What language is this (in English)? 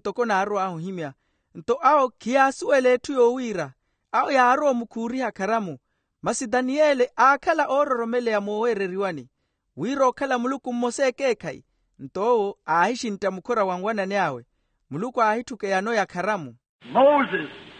Makhuwa